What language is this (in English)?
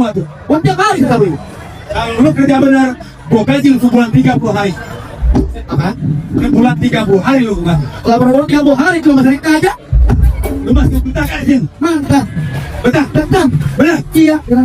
Betawi